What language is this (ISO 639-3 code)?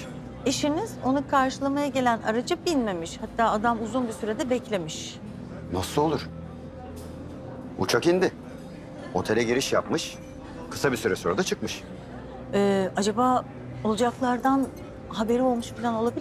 tur